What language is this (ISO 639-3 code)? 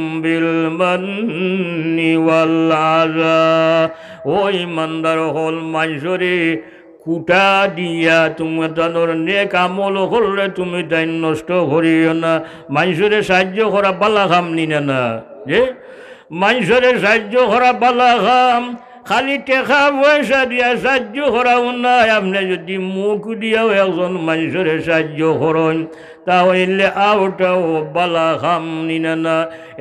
syl